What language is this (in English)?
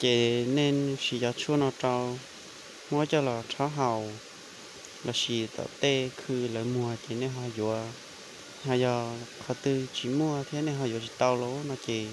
Hmong